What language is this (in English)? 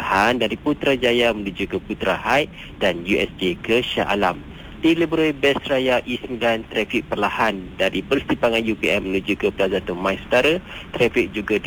Malay